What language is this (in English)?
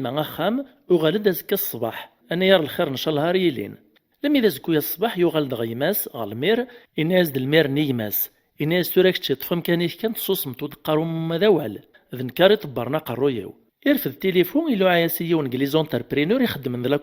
Kabyle